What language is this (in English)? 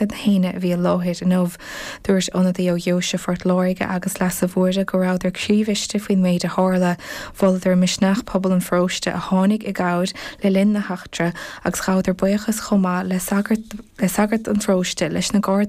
Irish